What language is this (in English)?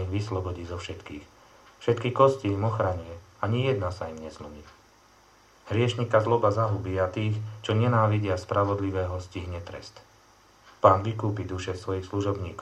Slovak